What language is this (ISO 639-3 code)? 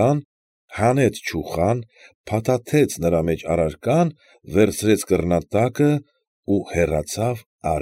hye